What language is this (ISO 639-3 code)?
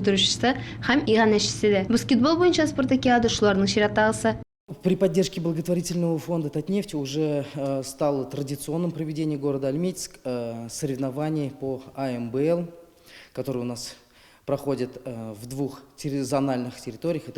tat